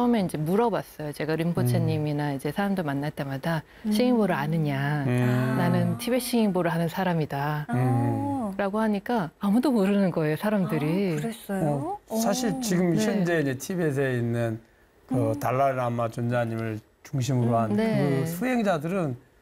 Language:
Korean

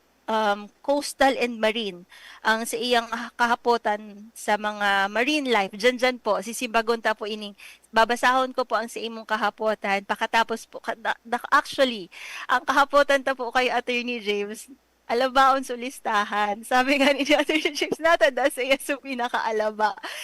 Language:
Bikol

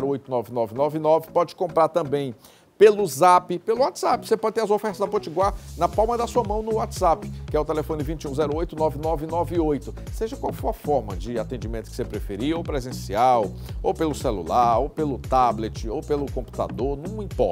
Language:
Portuguese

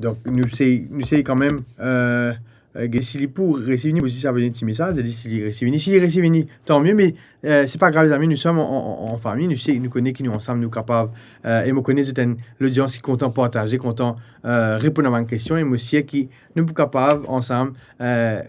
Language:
Morisyen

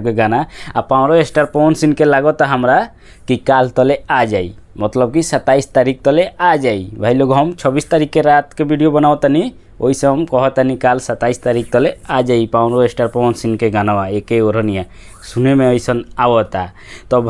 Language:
Bhojpuri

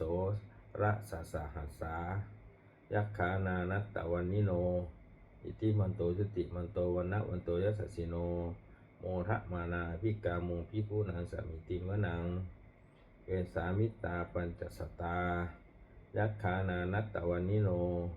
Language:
Pali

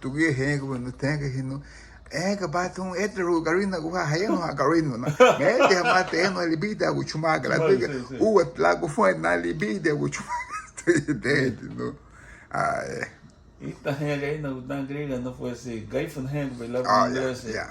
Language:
Garifuna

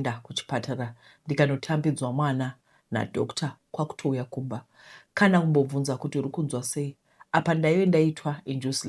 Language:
Shona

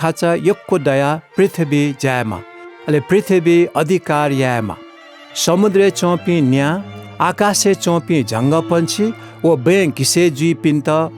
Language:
Newari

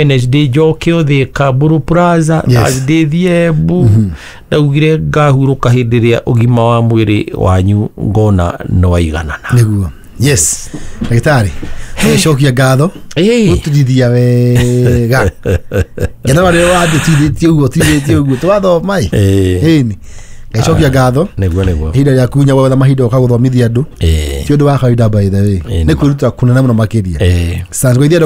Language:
Kikuyu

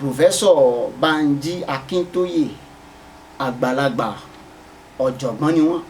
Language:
Yoruba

